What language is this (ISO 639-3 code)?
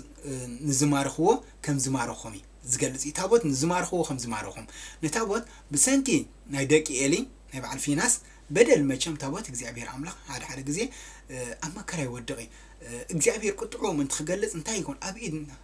tir